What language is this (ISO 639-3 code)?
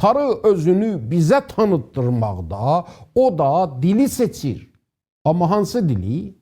azb